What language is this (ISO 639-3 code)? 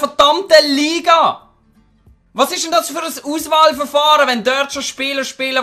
gsw